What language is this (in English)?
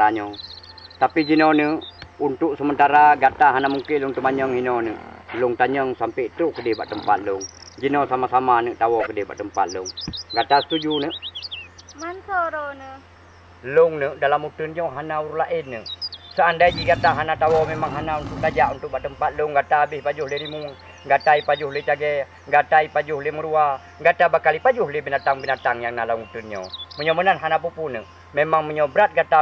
Achinese